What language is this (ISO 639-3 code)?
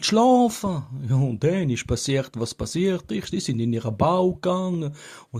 gsw